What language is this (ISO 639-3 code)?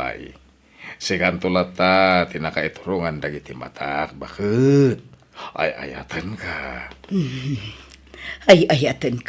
ilo